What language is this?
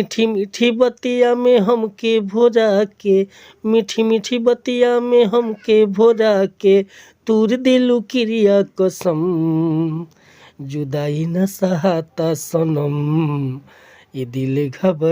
Bhojpuri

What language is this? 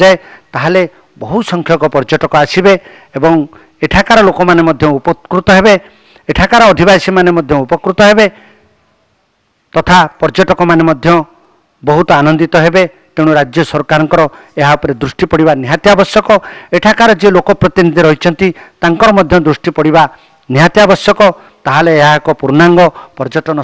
Odia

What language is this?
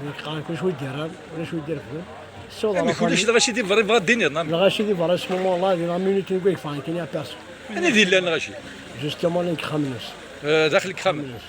Kabyle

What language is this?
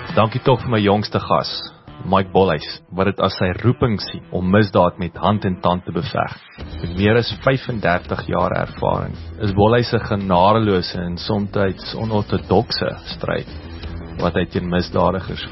Afrikaans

